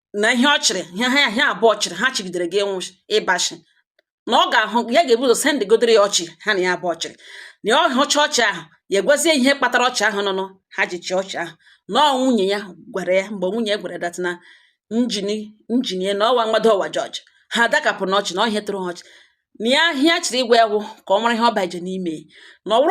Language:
Igbo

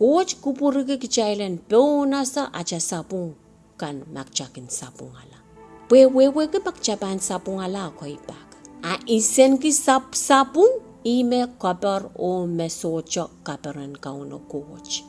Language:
Pohnpeian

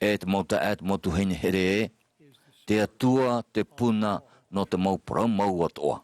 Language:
Tahitian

